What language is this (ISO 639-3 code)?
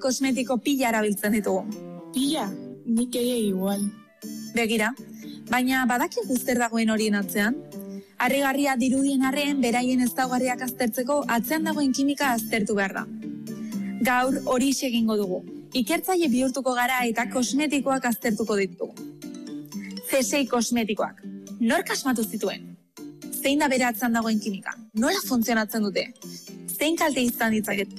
eus